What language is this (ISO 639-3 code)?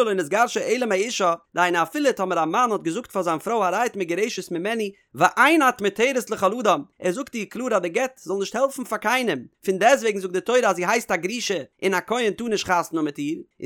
yid